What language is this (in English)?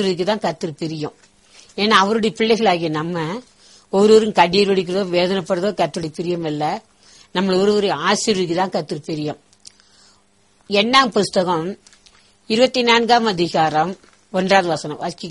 Tamil